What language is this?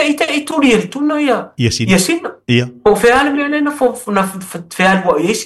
Samoan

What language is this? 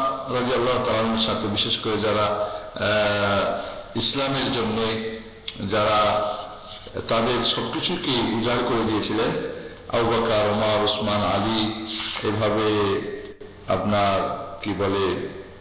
Bangla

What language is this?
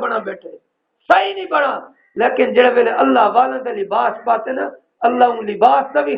Saraiki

